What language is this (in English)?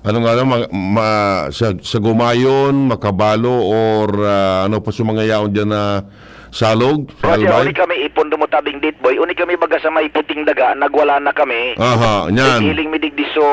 Bikol